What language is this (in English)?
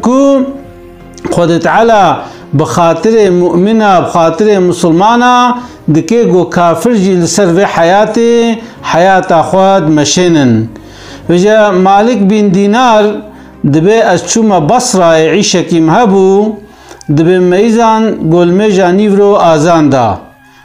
Kurdish